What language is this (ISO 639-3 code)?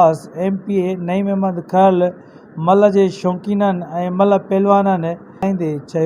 snd